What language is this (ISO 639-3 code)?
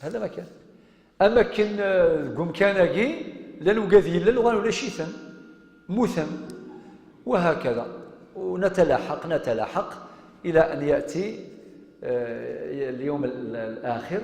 kab